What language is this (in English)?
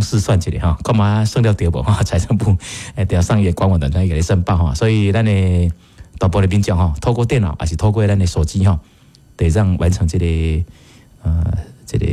Min Nan Chinese